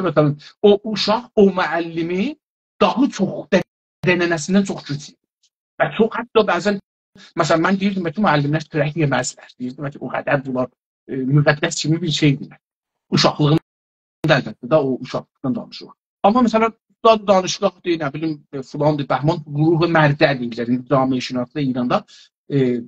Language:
South Azerbaijani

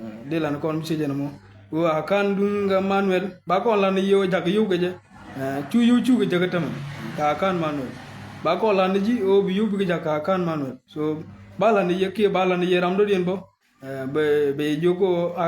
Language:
Nuer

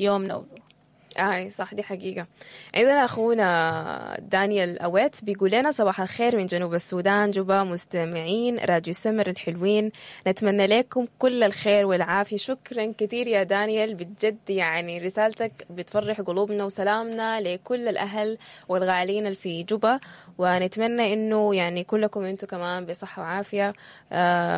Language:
Sudanese Arabic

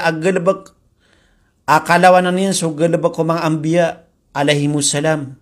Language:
Maranao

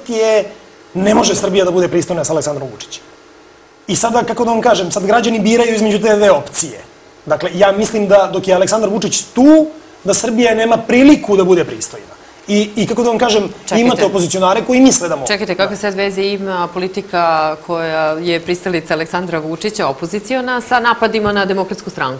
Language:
Serbian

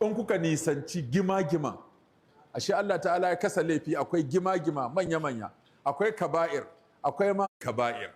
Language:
Hausa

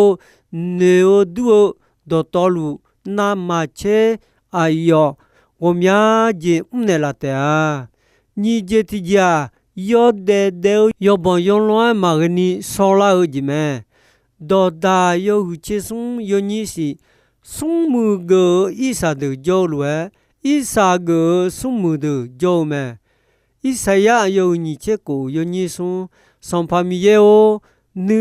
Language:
Akha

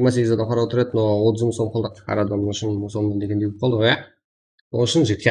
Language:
Kara-Kalpak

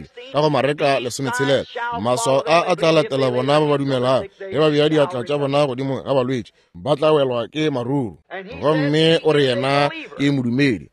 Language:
Northern Sotho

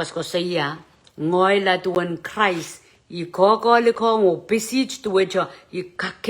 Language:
Pohnpeian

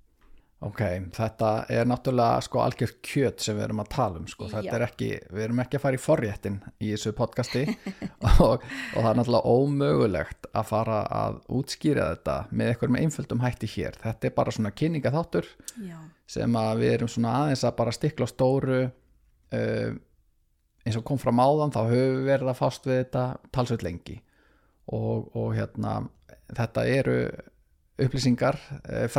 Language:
Icelandic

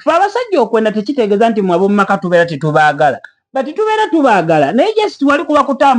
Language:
Ganda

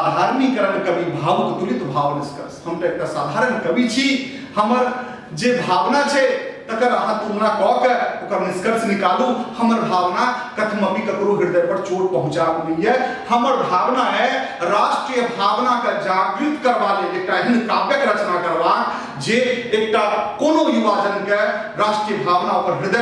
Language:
Maithili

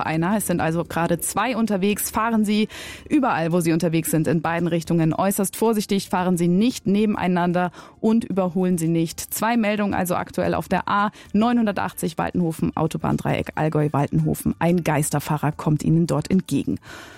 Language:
German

